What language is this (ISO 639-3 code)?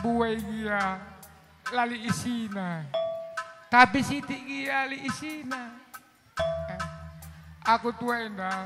btx